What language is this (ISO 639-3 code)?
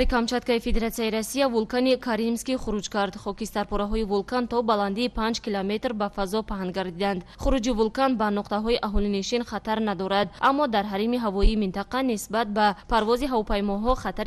tgk